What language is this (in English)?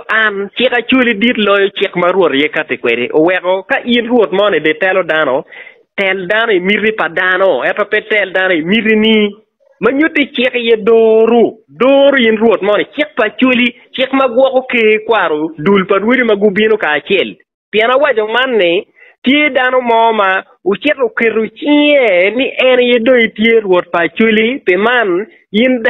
Acoli